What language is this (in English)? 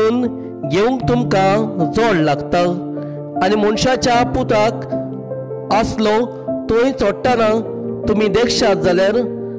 Konkani